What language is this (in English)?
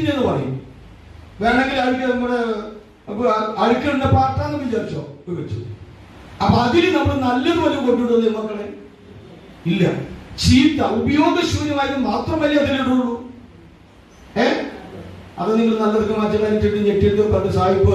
Malayalam